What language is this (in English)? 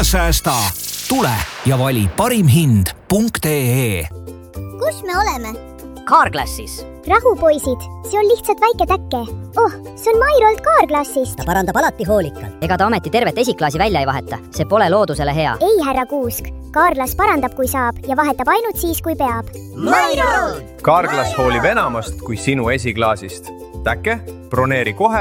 Estonian